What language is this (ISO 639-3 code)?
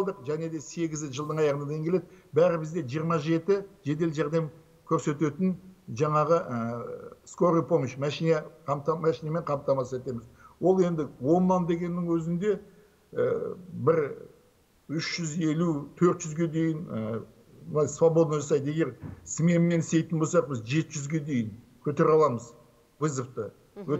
kaz